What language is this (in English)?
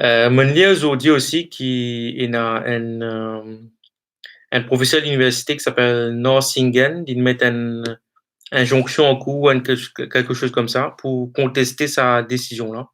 Morisyen